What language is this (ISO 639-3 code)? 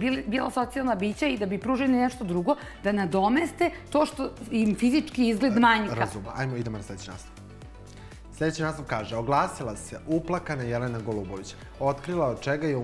srp